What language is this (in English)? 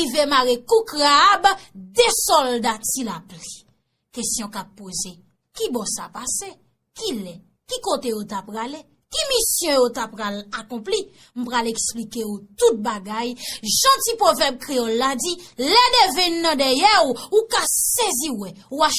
Haitian Creole